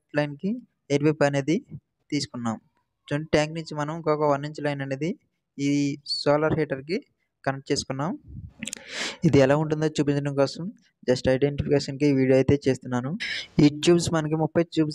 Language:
Telugu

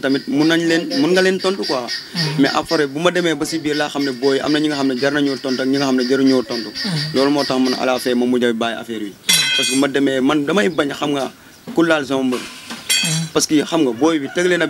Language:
Wolof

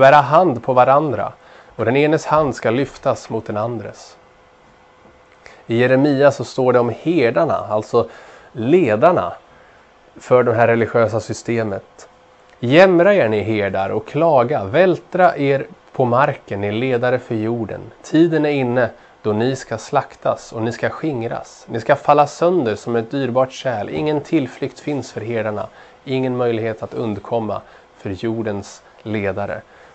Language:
Swedish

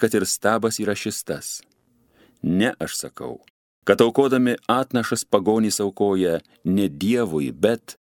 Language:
Lithuanian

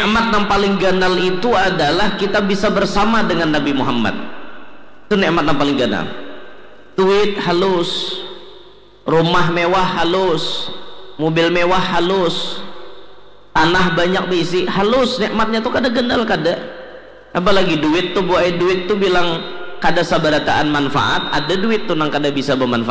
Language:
Banjar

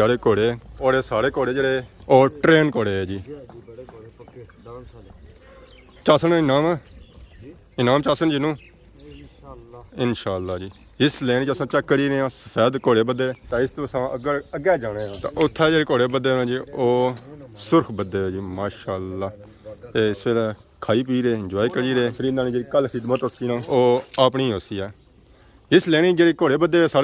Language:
Pahari-Potwari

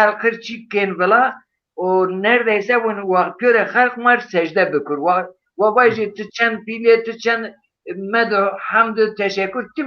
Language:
Zaza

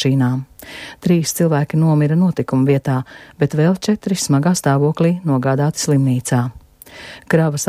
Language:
Latvian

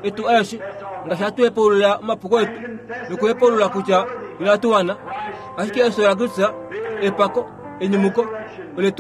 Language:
Kuanyama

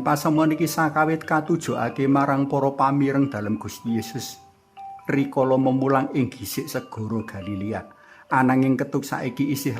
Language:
Javanese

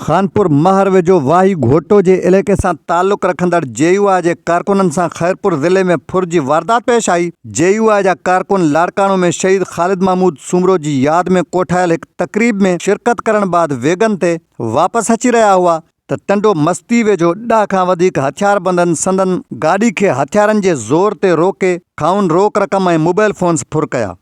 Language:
Sindhi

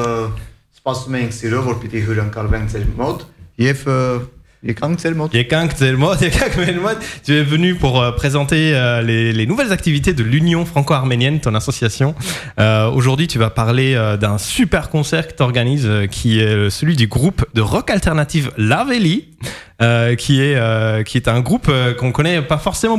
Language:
French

